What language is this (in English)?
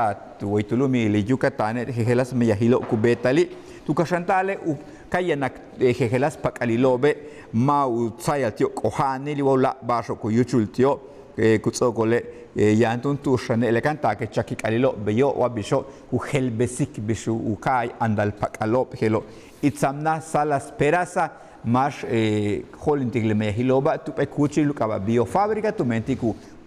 Yucateco